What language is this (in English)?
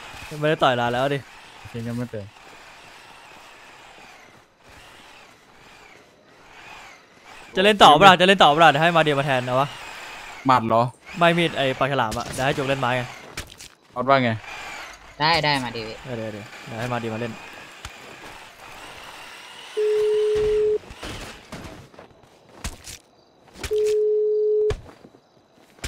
Thai